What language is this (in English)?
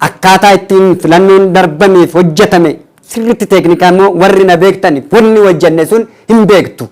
Oromo